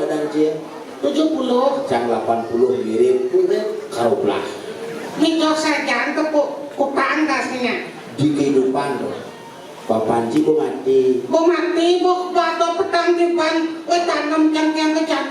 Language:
Balinese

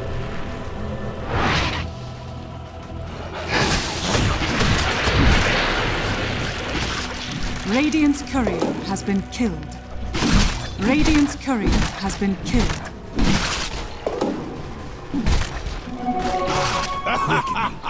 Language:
English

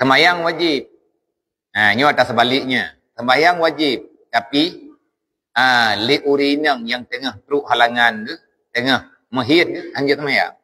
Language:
Achinese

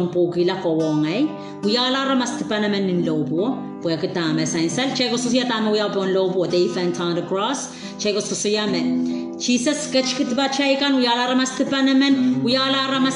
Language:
Pohnpeian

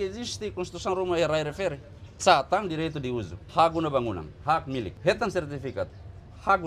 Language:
Tetum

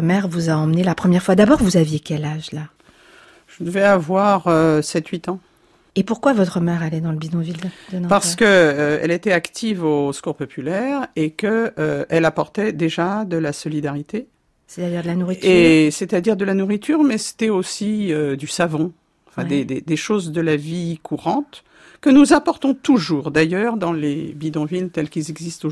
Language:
French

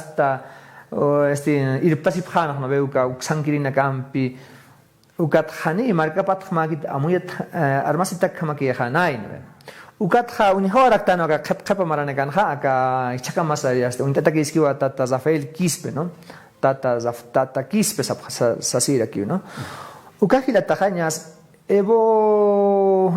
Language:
Aymara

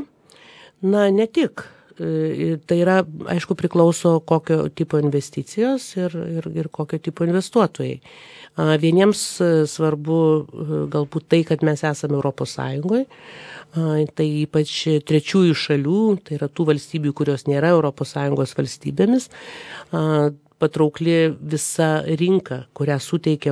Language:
Lithuanian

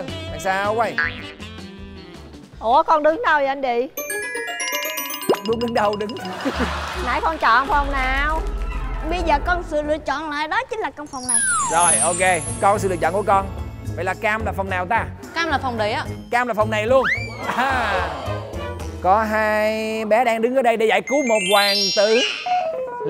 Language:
Vietnamese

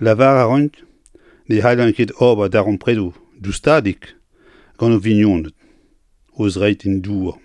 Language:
Breton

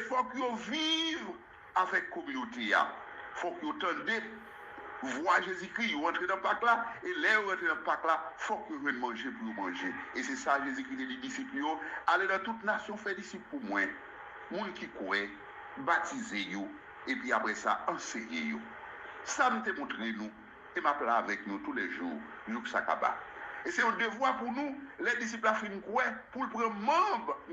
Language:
Haitian Creole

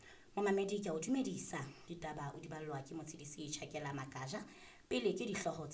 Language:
Southern Sotho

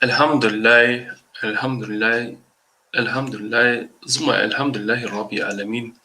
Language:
Balkan Romani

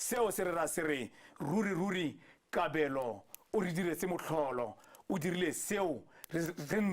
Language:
Tswana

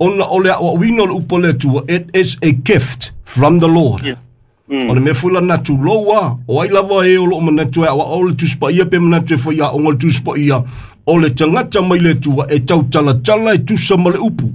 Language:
Samoan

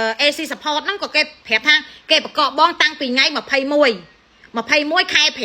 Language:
Khmer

